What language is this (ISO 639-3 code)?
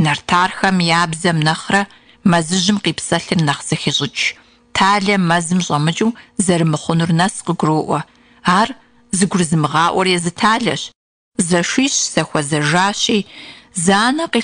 kbd